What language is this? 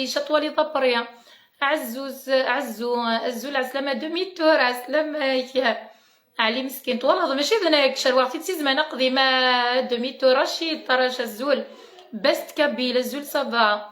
Kabyle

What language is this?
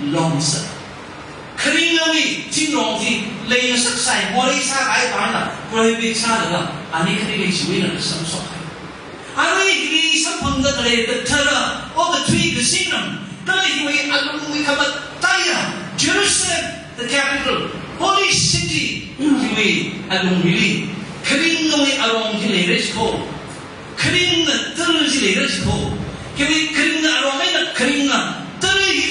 Tangkhul Naga (India)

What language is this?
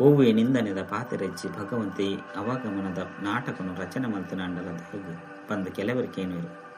Tulu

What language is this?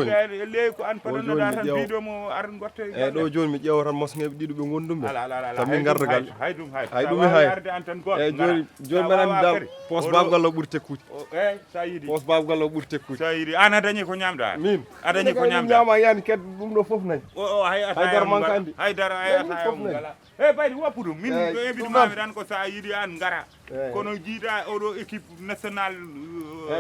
Fula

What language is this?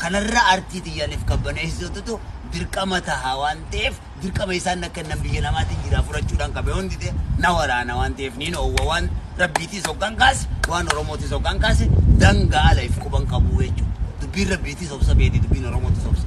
Oromo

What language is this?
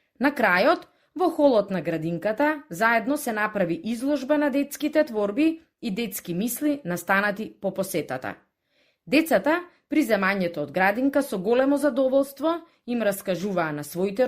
Macedonian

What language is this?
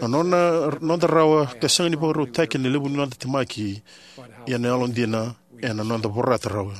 Fijian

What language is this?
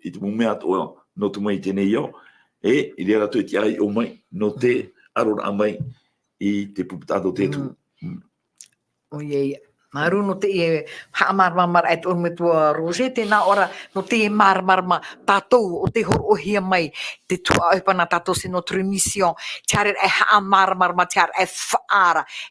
Tahitian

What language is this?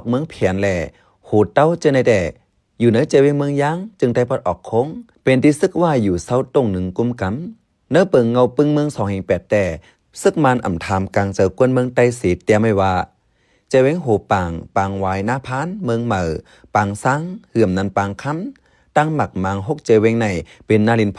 Shan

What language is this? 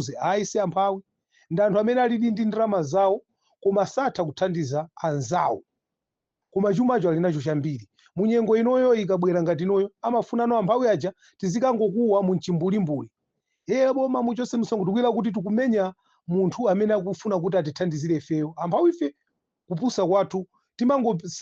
Nyanja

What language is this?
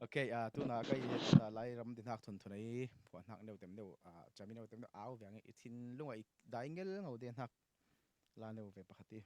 Falam Chin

